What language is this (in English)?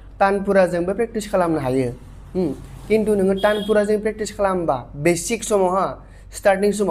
Bodo